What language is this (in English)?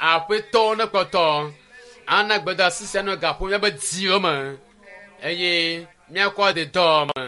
Ewe